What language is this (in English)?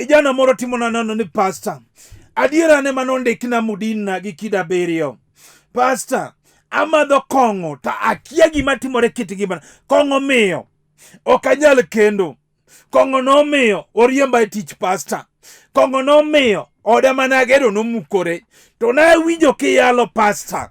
Luo (Kenya and Tanzania)